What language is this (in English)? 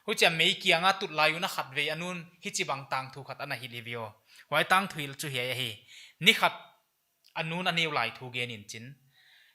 Paite Chin